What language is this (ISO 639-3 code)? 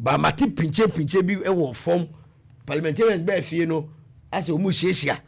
aka